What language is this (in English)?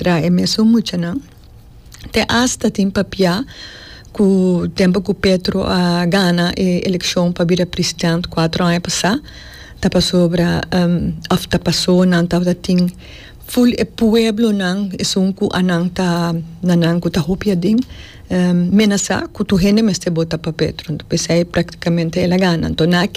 Papiamento